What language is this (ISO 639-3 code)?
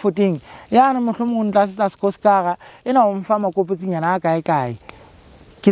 sot